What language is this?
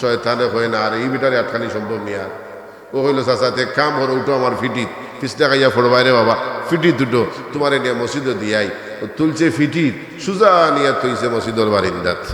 Sylheti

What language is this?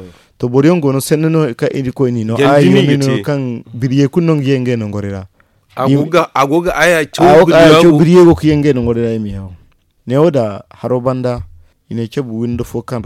Zarma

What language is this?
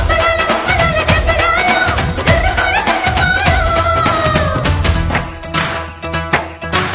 Telugu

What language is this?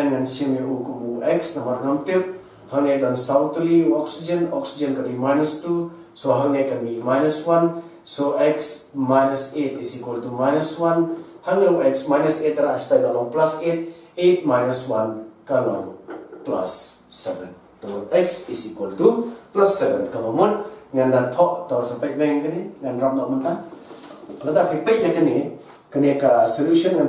Khasi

